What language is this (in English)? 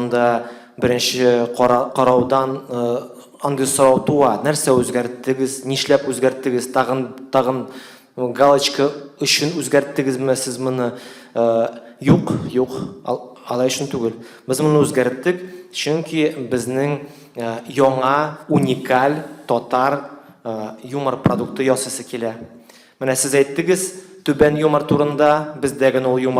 Tatar